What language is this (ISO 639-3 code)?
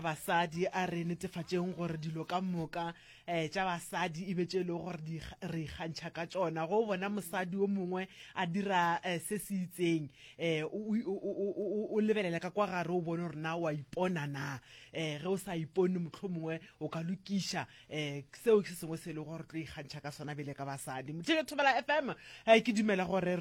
nso